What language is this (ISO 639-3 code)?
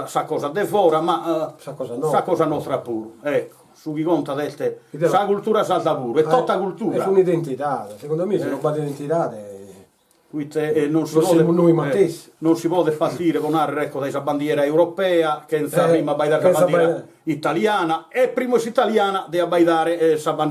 srd